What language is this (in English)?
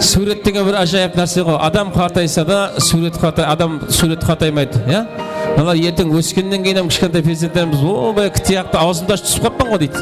Kara-Kalpak